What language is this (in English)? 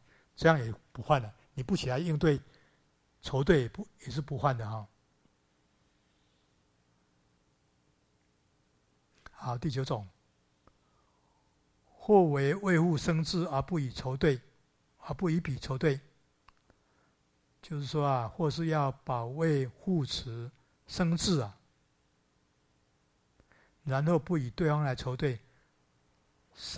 Chinese